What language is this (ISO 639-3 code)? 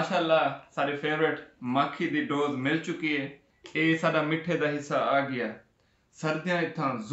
skr